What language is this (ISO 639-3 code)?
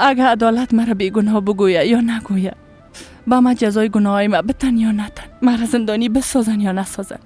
fas